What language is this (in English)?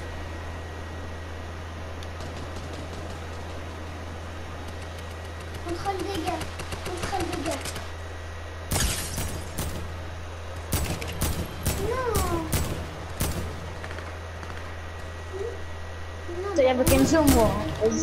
French